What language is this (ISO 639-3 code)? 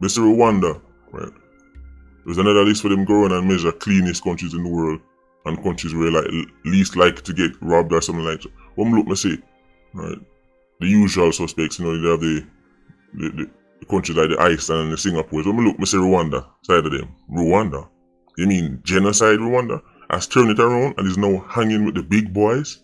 jam